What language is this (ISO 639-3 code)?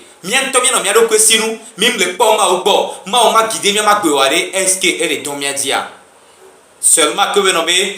gej